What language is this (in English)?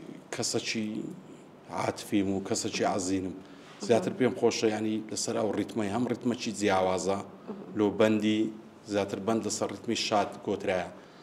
Central Kurdish